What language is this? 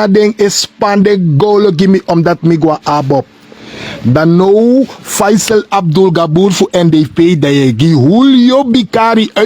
Sranan Tongo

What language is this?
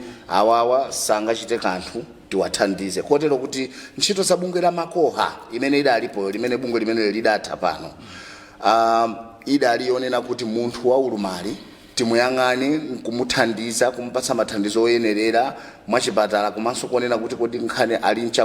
Nyanja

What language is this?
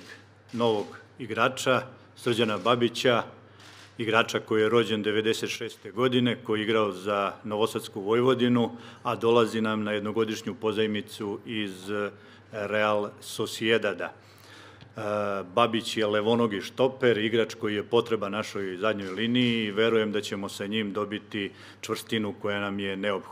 Serbian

